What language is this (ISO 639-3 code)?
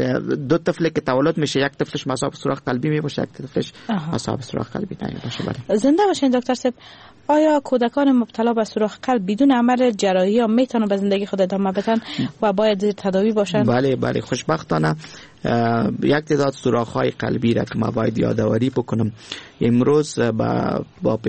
fas